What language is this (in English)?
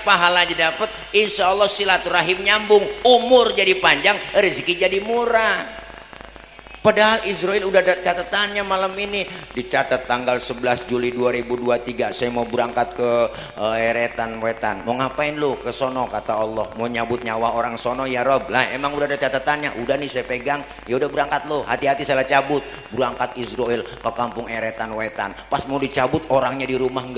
Betawi